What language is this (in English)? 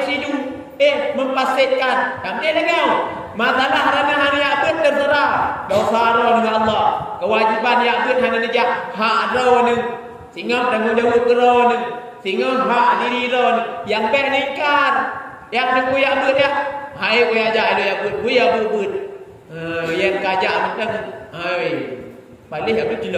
Achinese